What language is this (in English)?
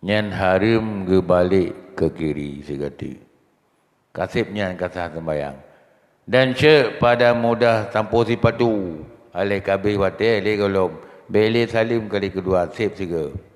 Achinese